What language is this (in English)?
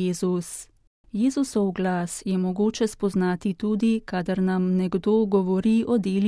Slovenian